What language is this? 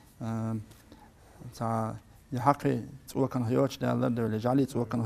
Chechen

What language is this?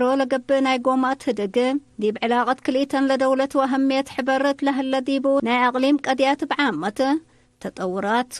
Tigre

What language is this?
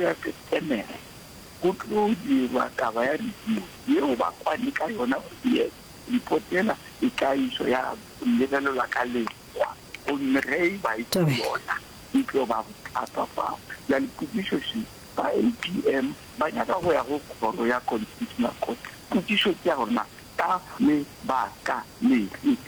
Northern Sotho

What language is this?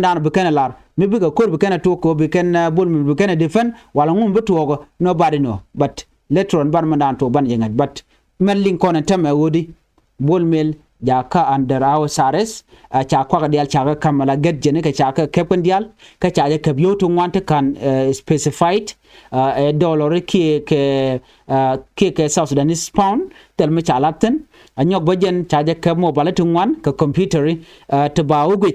Nuer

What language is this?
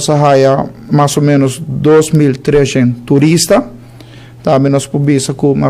Papiamento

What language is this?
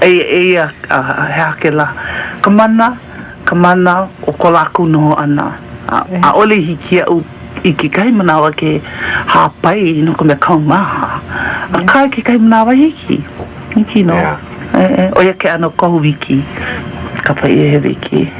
Hawaiian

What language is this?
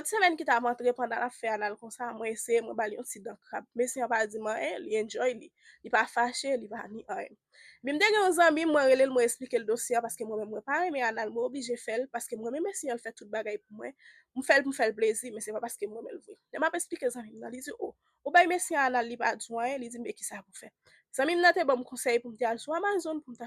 Haitian Creole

